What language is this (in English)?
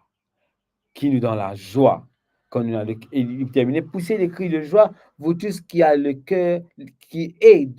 Morisyen